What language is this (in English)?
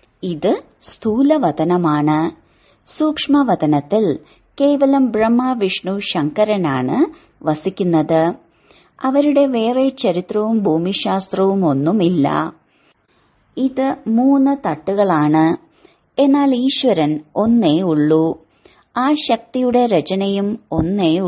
Malayalam